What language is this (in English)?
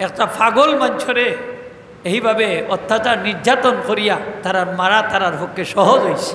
Sylheti